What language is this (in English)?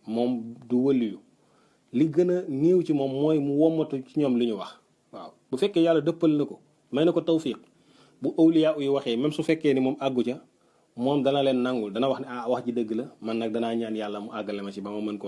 Wolof